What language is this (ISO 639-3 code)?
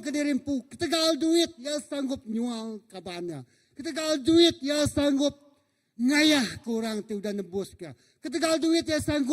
iba